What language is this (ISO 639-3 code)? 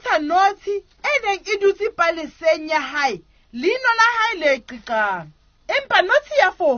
sot